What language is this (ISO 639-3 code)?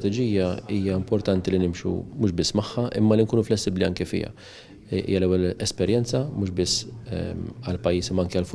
mlt